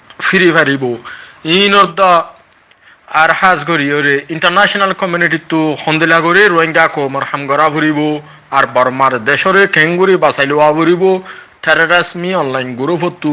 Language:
Rohingya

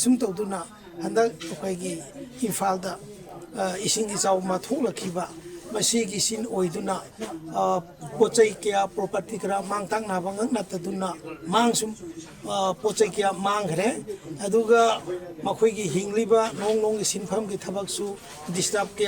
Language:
Manipuri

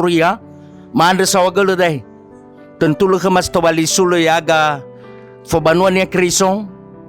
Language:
Nias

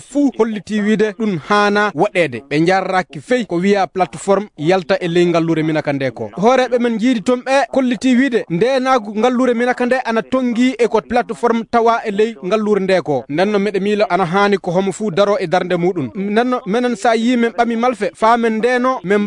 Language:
Fula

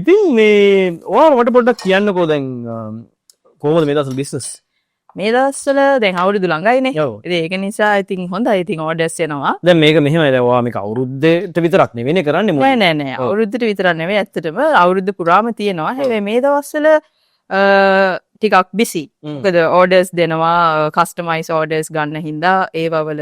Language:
Sinhala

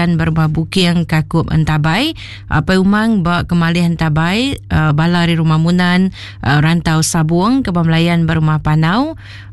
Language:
Iban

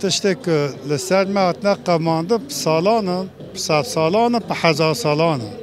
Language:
Kurdish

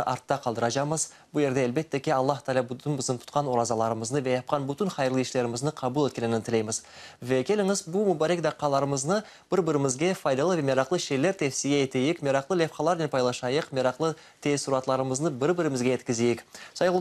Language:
Crimean Tatar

